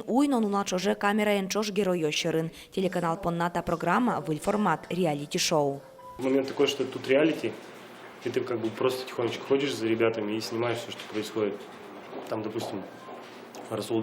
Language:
Udmurt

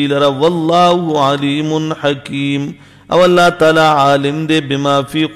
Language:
Pashto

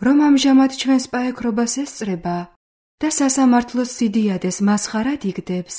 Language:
Georgian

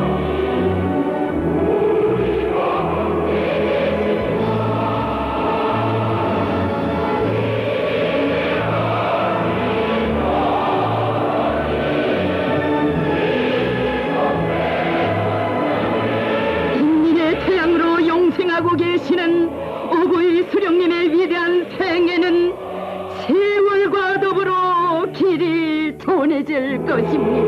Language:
Korean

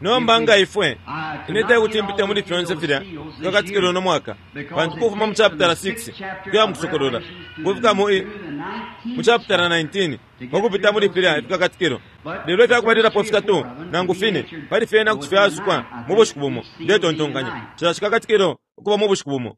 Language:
Bemba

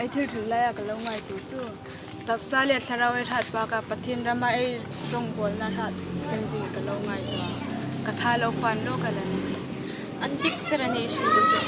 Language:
Hmar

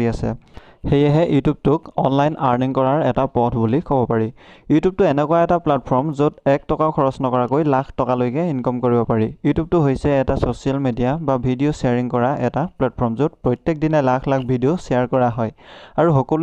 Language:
Assamese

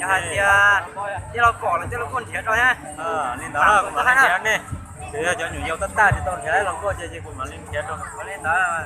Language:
Hmong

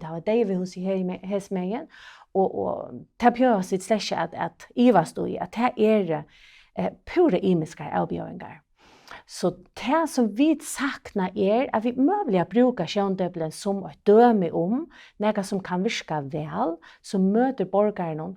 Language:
Faroese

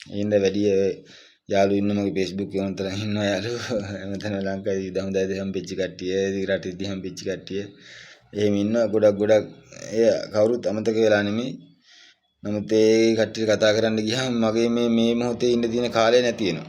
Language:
Sinhala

